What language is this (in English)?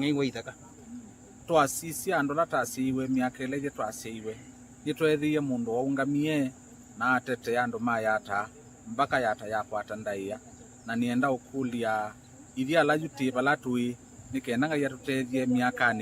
Kamba